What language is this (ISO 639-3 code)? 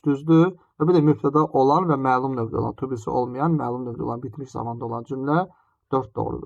aze